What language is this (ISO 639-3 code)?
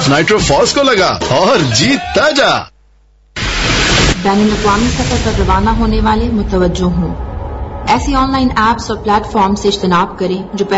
urd